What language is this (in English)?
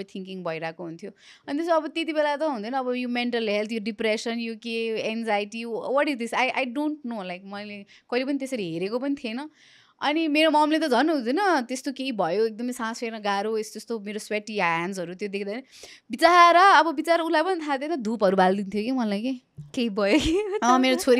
Nepali